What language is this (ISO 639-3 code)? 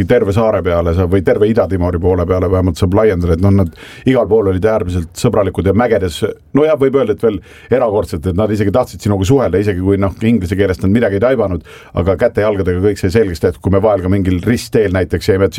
est